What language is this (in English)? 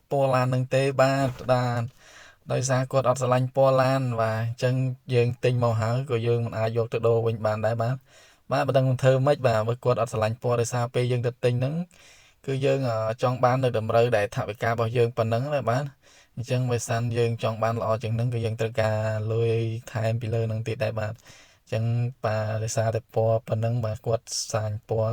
Khmer